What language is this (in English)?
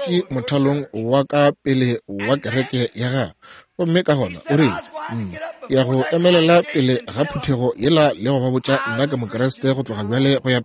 Northern Sotho